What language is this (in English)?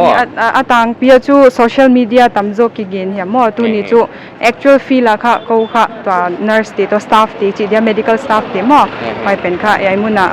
Paite Chin